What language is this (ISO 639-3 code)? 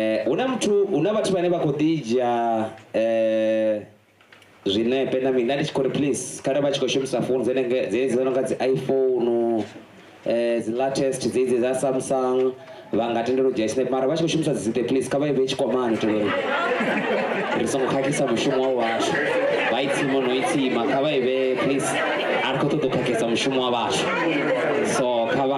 ven